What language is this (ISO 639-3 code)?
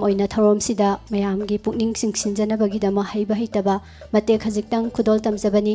mni